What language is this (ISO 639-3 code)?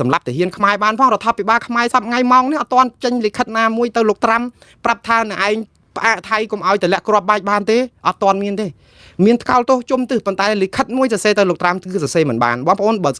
khm